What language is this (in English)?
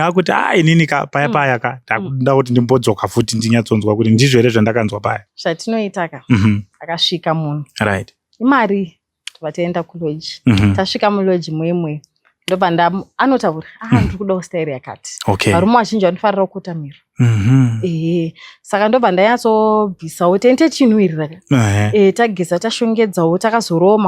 Shona